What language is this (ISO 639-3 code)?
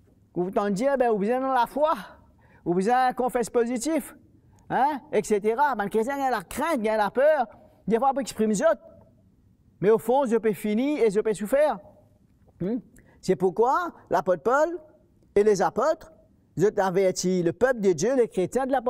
mfe